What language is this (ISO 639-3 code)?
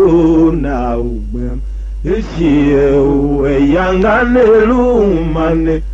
tiv